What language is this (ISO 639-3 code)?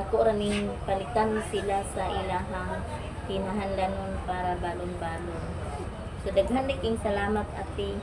ceb